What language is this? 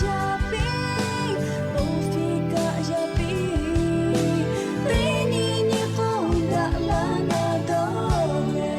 Lahu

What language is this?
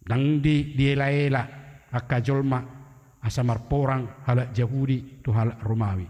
Batak Toba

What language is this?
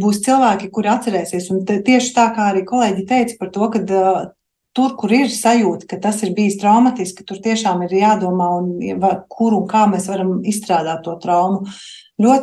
Latvian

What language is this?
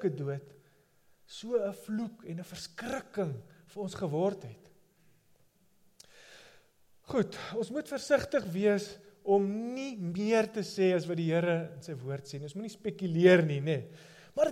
Afrikaans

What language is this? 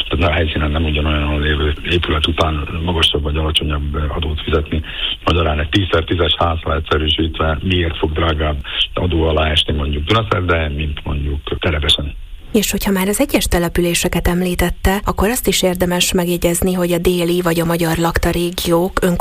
Hungarian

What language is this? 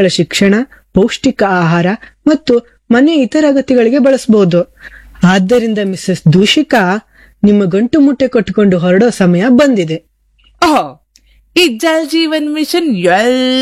Kannada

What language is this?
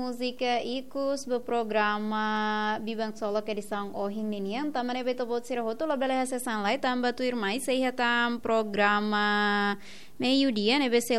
Tetum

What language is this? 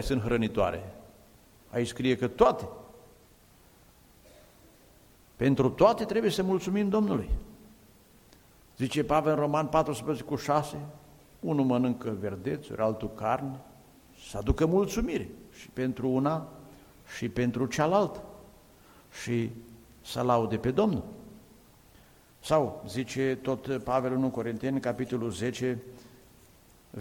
Romanian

